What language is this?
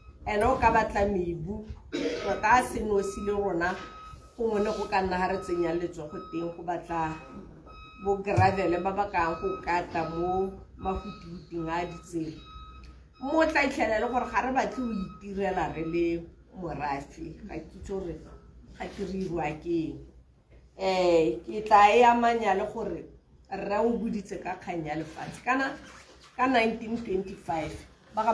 Tswana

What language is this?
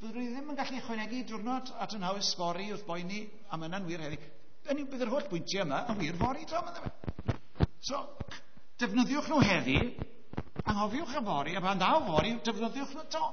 Welsh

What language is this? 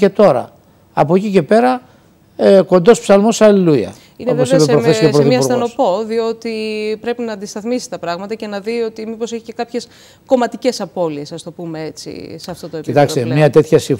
Greek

